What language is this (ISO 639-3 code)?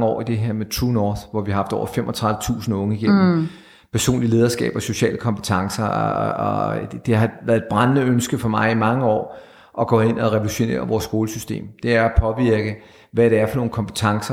dan